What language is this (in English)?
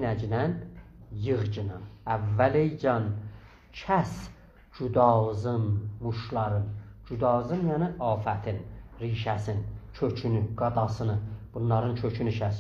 South Azerbaijani